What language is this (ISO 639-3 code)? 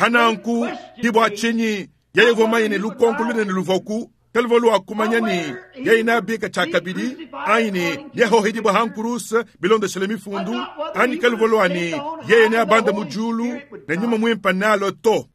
lua